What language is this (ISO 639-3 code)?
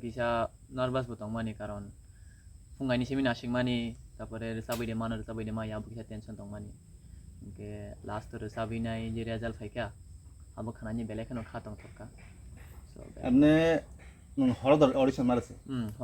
trp